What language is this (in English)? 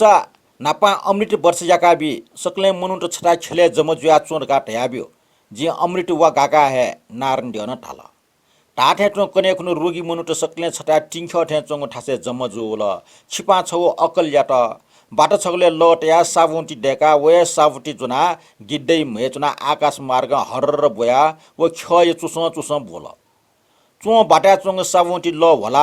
Newari